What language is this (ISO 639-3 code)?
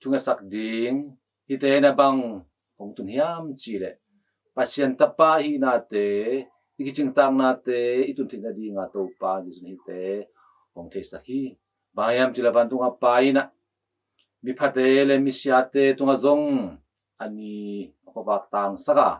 ctd